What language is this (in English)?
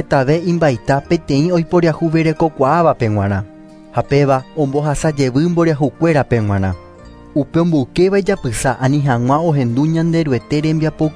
Guarani